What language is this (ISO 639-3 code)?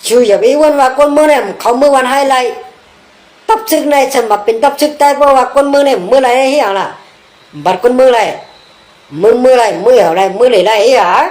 shn